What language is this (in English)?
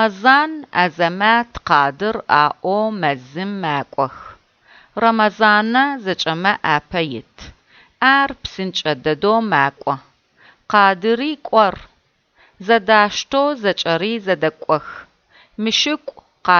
Adyghe